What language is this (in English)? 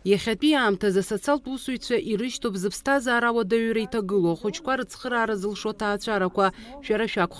Abkhazian